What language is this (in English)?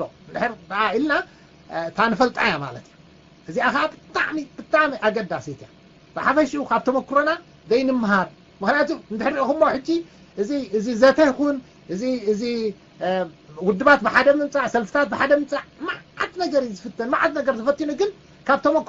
Tigrinya